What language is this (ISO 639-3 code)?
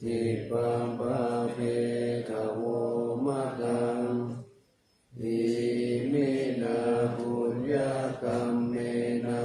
pli